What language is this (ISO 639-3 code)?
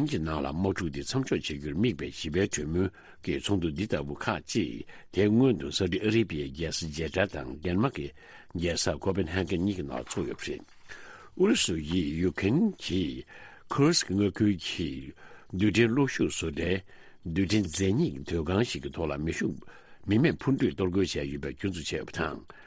bod